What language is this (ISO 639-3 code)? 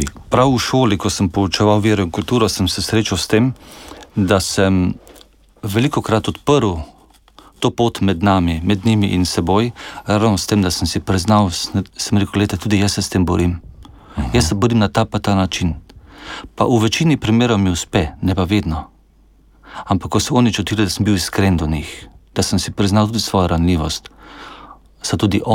slv